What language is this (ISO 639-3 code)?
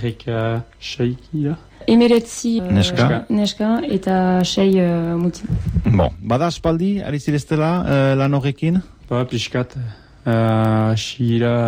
eus